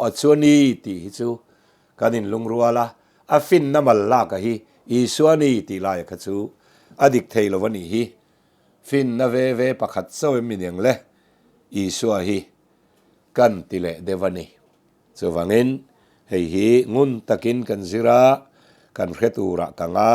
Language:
Mizo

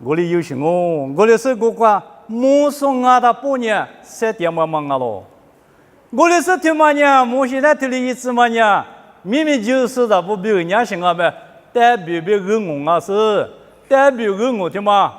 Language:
Lisu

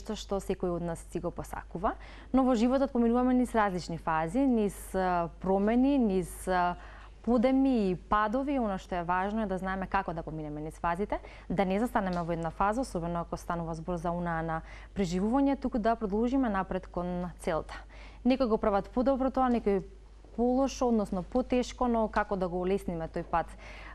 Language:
Macedonian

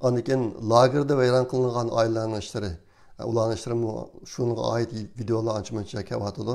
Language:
Uyghur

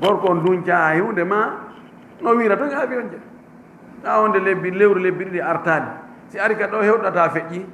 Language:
Fula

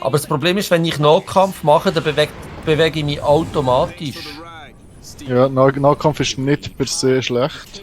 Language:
Swiss German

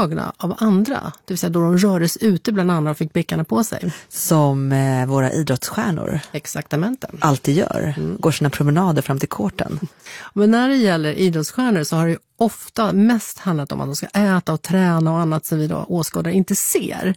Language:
Swedish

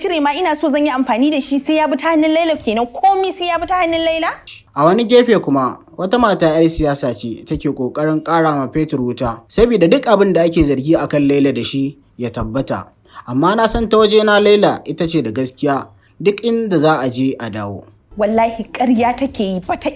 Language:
Hausa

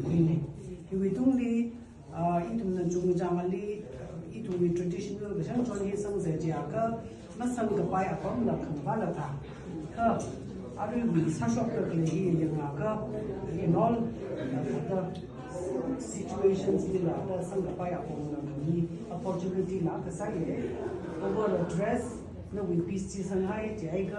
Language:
Tangkhul Naga (India)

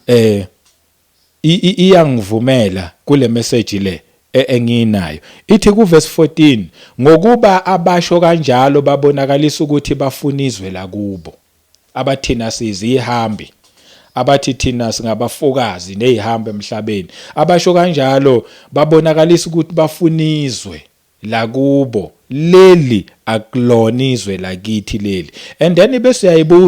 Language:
Zulu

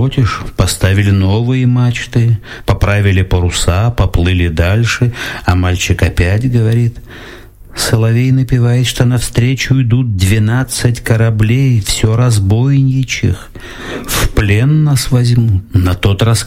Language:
Russian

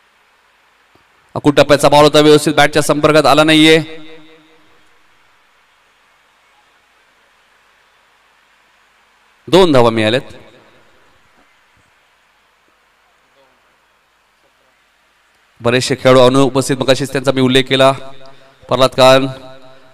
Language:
Marathi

